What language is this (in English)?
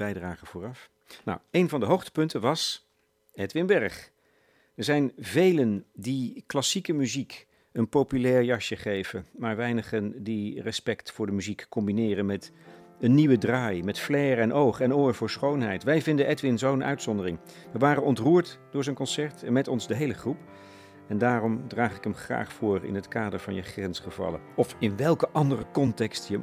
Dutch